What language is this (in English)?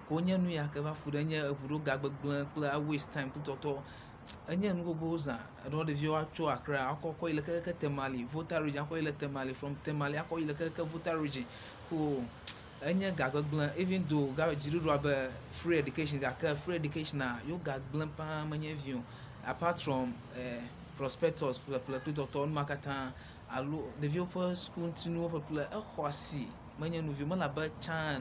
Ewe